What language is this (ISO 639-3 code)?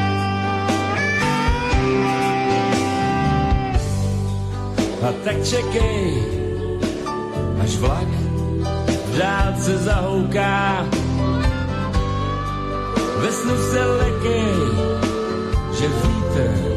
ces